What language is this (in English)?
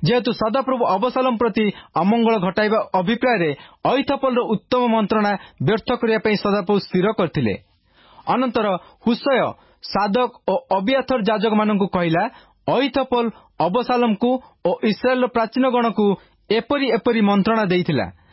Odia